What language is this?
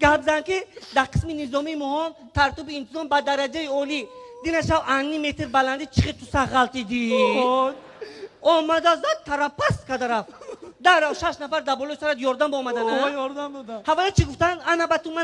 Tajik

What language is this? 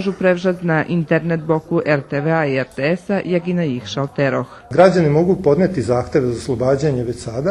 Rusyn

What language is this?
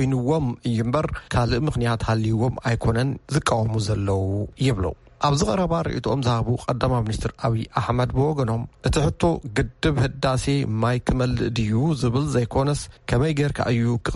Tigrinya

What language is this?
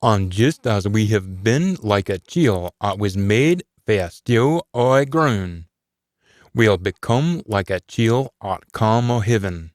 Scots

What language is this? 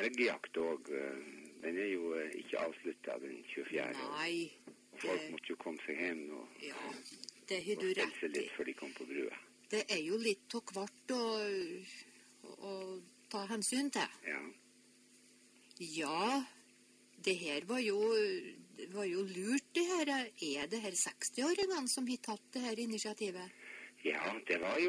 Norwegian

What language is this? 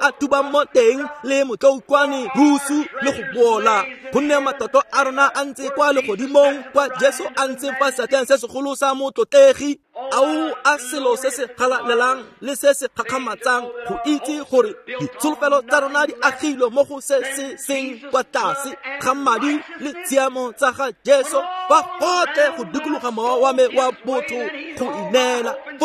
Tswana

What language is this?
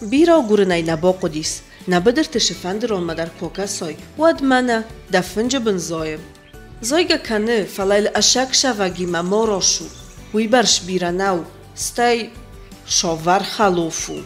Ossetic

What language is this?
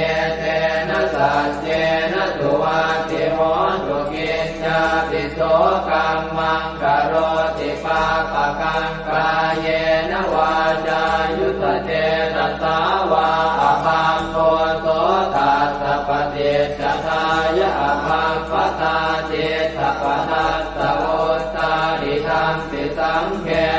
Pali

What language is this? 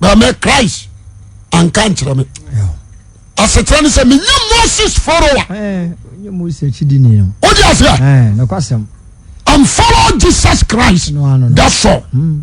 Akan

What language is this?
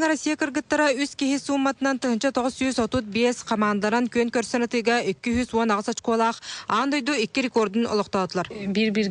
Yakut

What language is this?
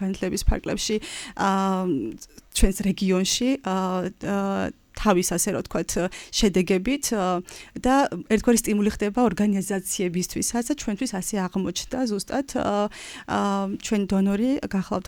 Georgian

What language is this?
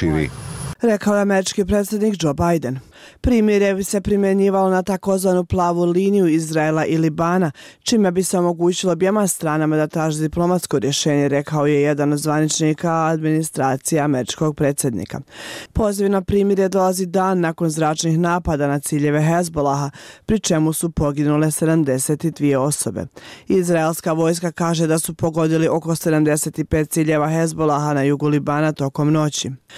Bosnian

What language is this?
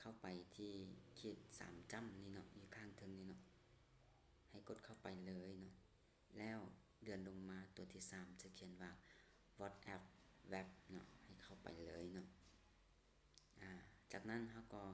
Lao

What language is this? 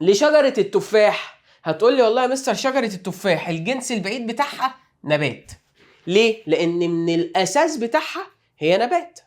Egyptian Arabic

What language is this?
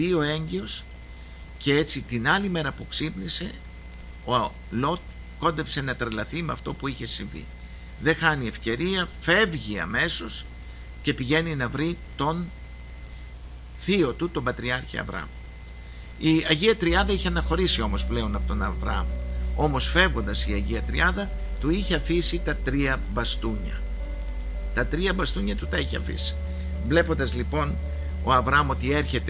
Greek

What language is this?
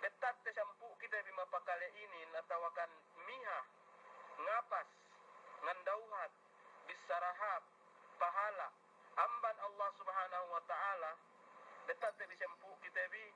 Yakan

